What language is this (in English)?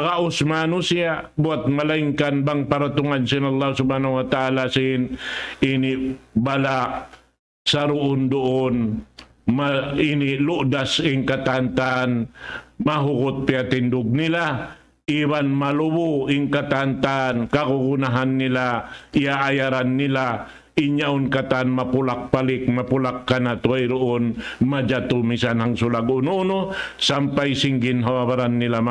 Tausug